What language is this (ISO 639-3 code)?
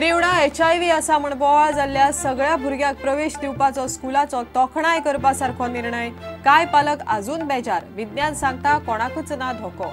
kok